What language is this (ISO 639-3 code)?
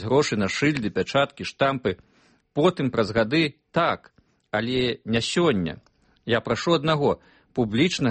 bel